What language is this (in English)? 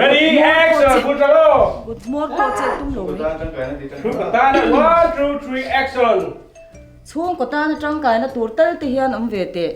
Mizo